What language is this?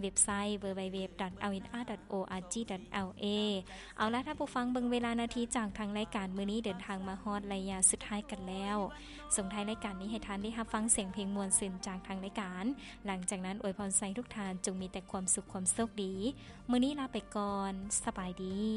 Lao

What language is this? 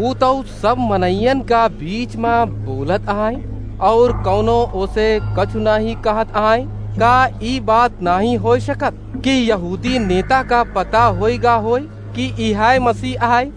Awadhi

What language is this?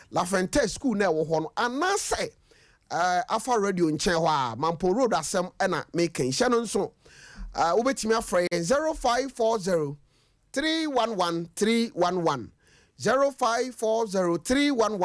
Akan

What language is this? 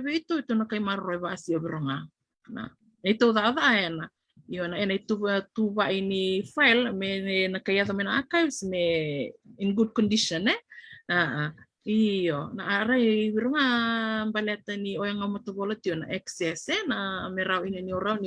Fijian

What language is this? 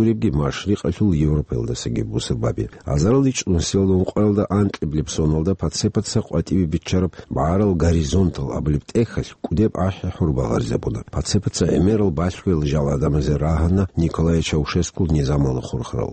Avaric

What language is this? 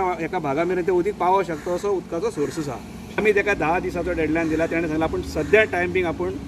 Konkani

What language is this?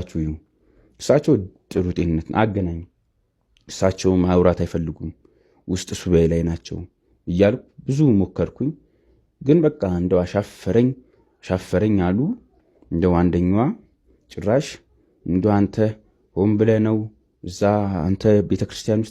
Amharic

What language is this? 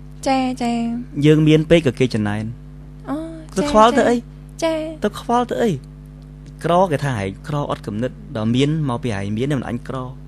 Khmer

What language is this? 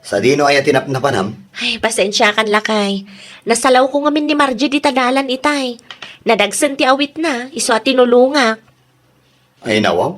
Iloko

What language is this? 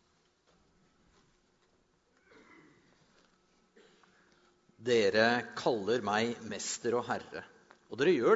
Norwegian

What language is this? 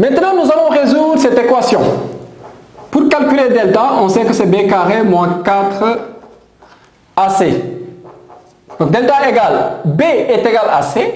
French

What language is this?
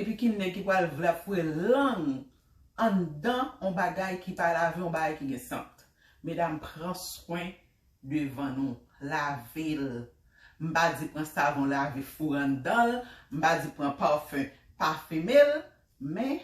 Haitian Creole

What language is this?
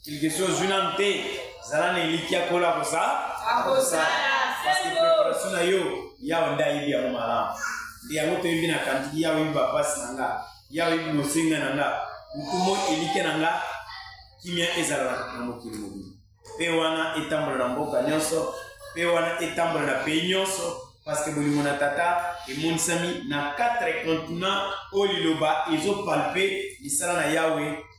Lingala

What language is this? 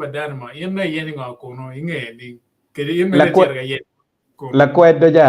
Acoli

